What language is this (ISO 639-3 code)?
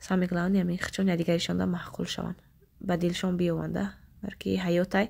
tgk